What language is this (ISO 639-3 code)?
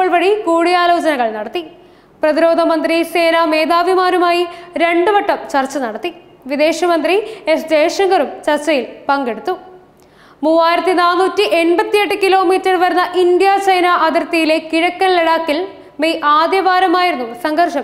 mal